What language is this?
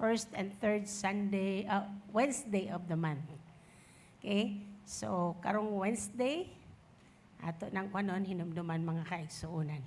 Cebuano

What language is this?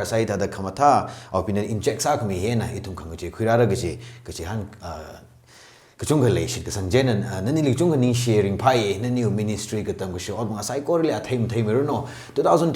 Tangkhul Naga (India)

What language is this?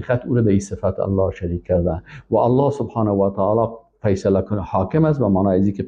Persian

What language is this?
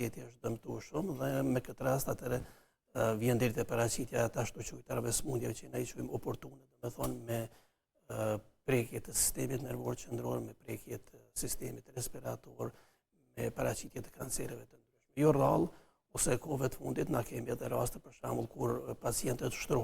Albanian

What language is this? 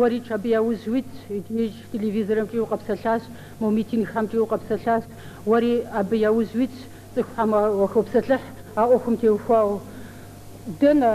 Kabardian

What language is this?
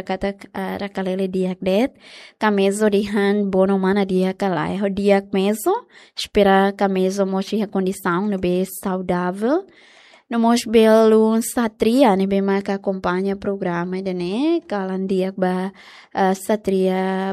Tetum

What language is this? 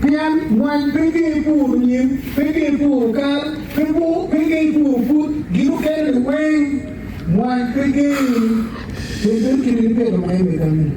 Acoli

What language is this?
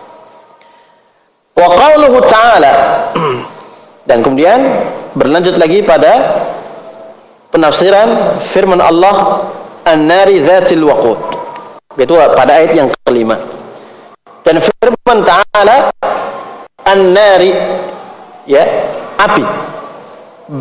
Indonesian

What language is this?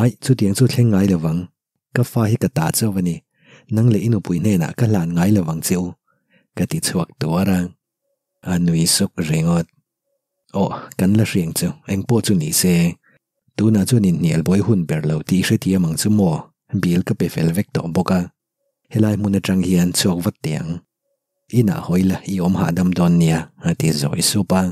Mizo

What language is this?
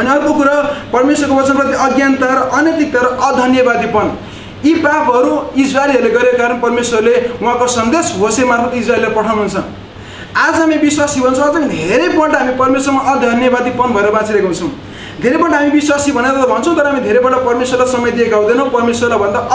Nepali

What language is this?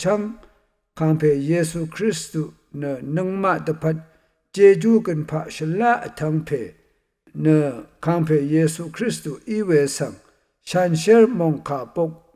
Rawang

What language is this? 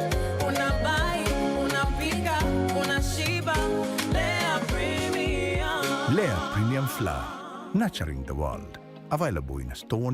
Meru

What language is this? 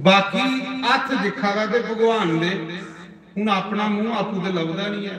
Dogri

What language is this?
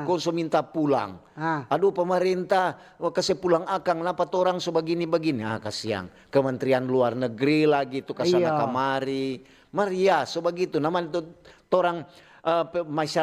Manado Malay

